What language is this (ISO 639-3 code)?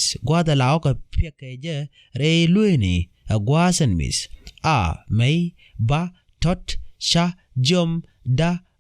nus